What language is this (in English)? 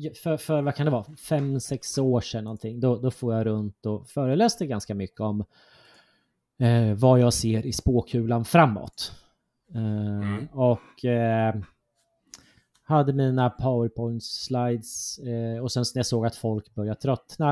Swedish